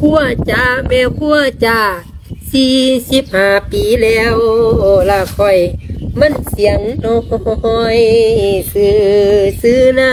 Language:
Lao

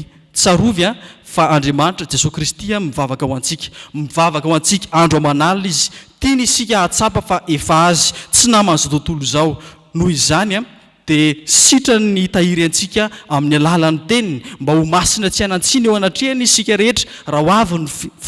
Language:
Malagasy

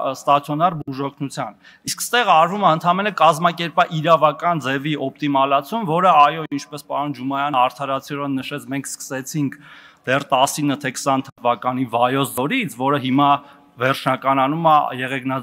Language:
Armenian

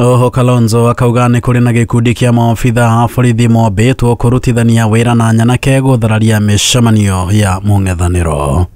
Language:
Kikuyu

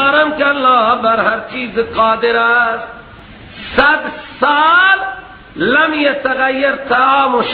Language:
Persian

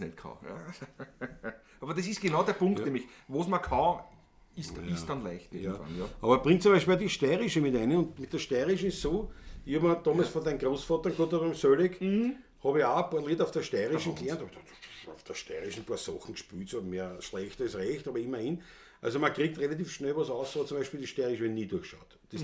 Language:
Bavarian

